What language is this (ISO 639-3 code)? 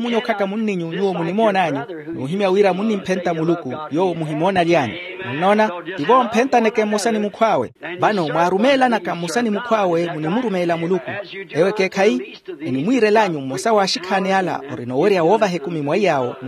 vmw